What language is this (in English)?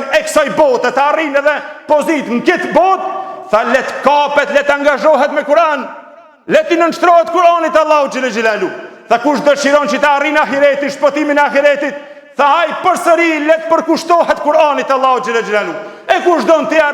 Albanian